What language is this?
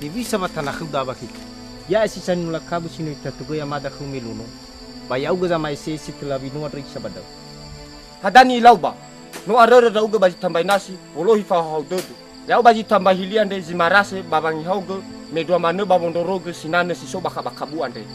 Nias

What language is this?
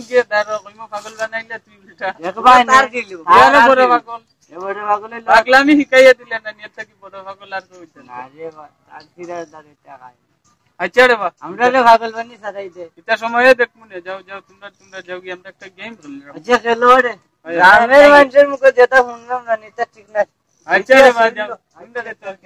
Sylheti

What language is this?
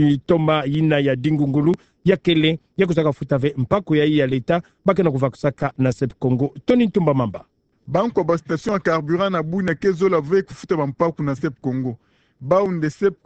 Kituba (Democratic Republic of Congo)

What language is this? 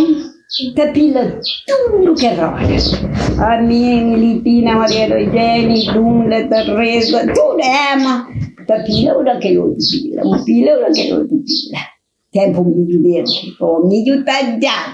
Kabuverdianu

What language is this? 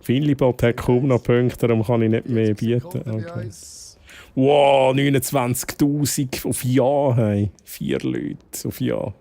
Swiss German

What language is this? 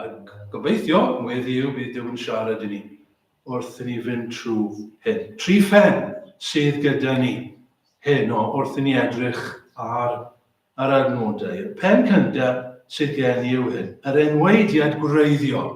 Welsh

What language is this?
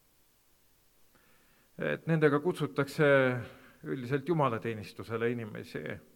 Estonian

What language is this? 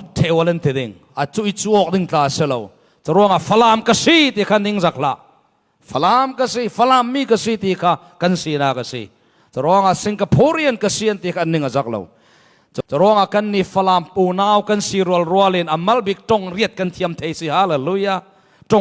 Falam Chin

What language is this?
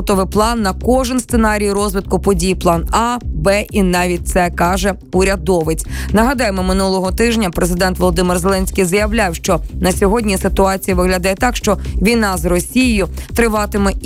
Ukrainian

